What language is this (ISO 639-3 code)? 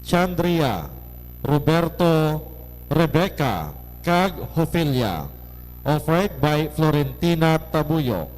hil